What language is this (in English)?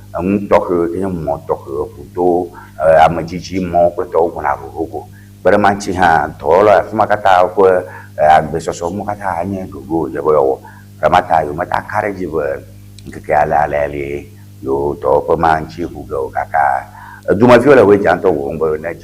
Ewe